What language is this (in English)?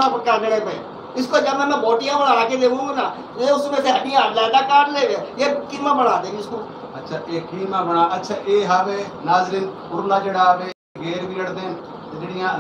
Saraiki